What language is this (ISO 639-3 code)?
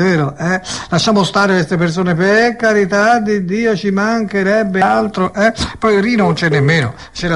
ita